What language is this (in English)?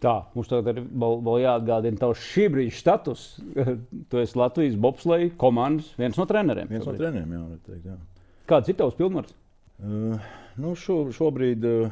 Latvian